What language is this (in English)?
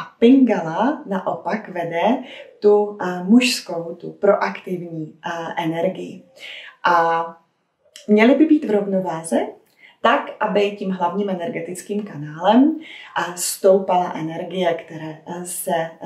Czech